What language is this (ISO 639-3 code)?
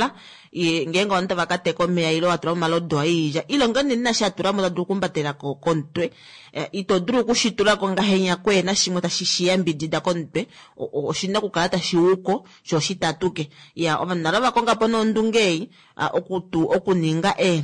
kua